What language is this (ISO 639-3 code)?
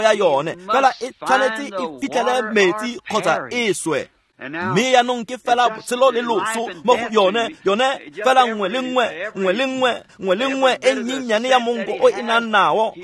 tsn